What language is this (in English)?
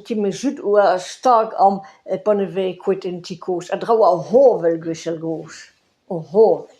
Breton